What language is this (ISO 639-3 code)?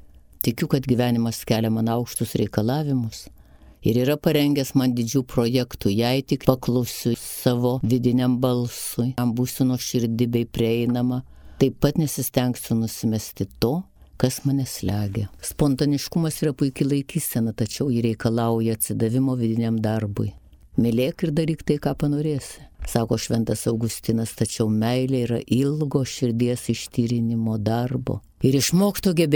lit